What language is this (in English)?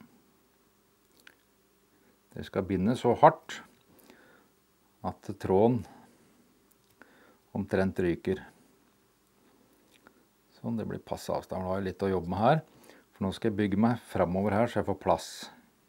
Norwegian